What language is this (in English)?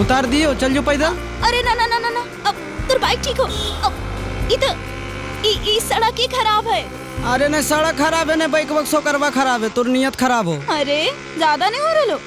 Magahi